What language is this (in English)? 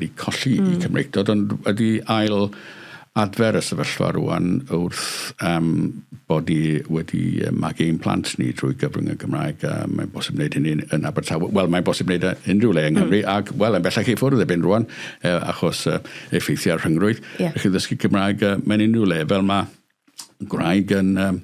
Welsh